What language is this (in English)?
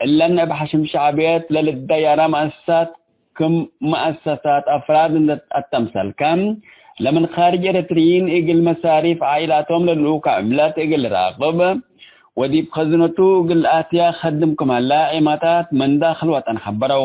Tigre